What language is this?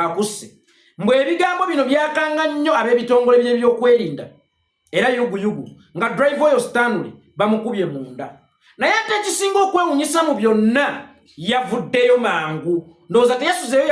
Ganda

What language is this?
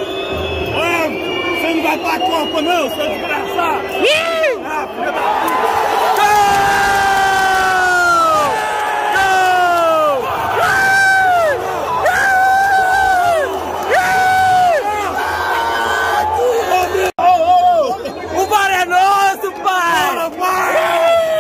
Portuguese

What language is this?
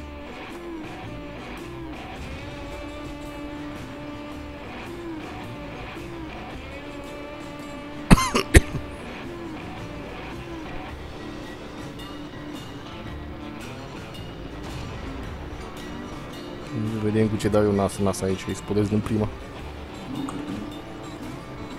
Romanian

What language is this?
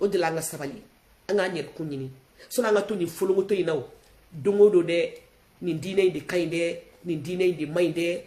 Bambara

